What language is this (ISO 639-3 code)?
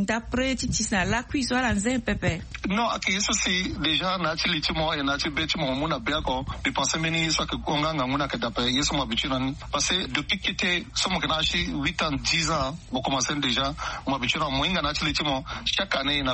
sag